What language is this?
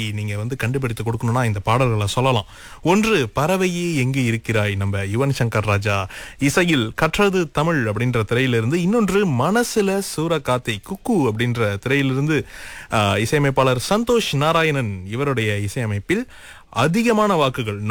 Tamil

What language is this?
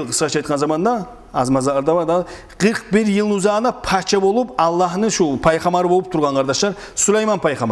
Kumyk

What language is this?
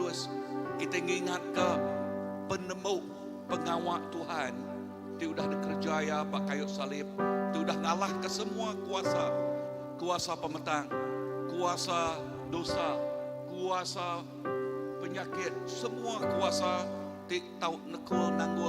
Iban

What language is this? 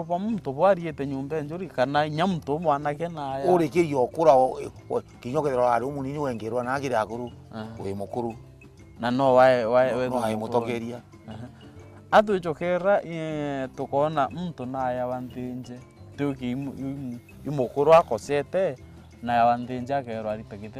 Meru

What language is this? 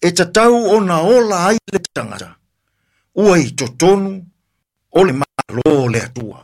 Samoan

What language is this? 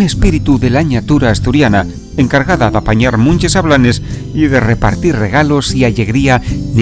Asturian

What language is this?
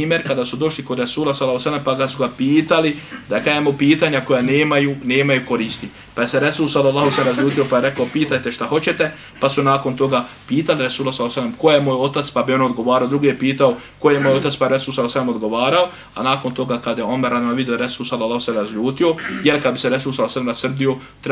Bosnian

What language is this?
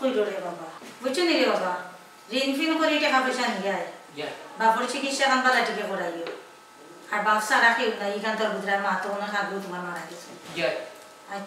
Sylheti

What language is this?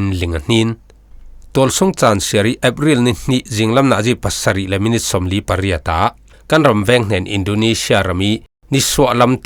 Falam Chin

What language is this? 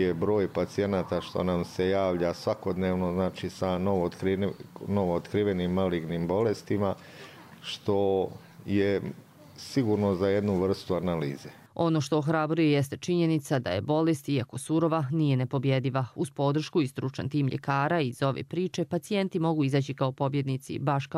Croatian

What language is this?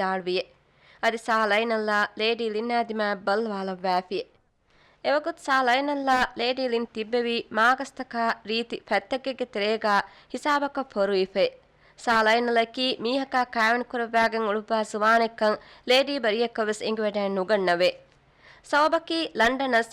Divehi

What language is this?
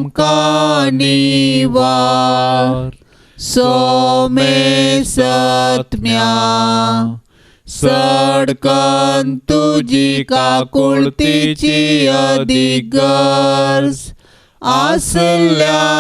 Konkani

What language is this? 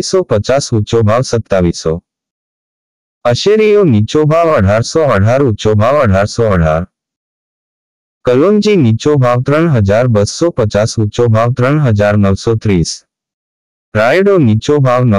Gujarati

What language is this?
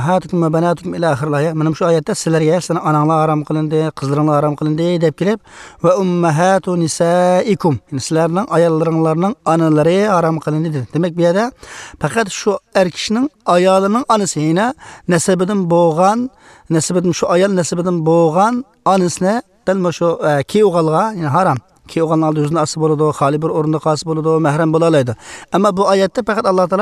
Uyghur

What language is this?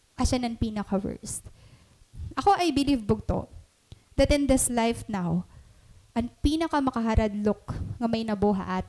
Waray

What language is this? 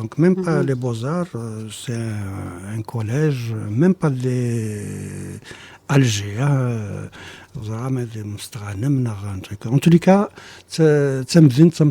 Kabyle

